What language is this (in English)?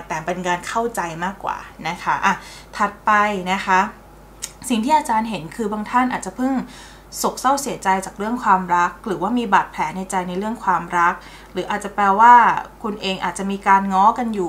Thai